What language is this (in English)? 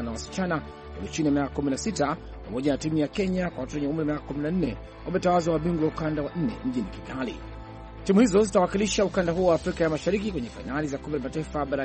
Swahili